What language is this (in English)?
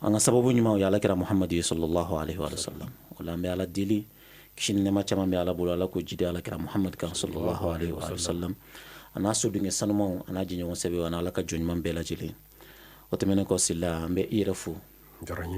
Bambara